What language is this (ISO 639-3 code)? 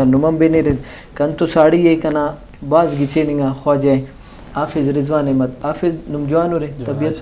brh